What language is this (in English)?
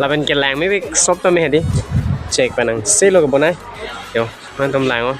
Karbi